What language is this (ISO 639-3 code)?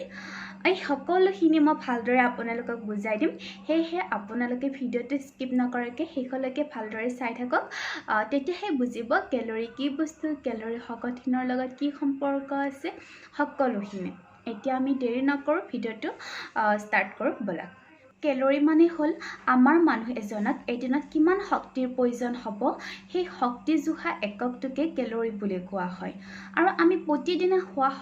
asm